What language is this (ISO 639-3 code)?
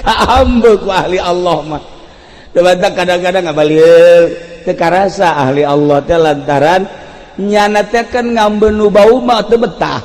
sun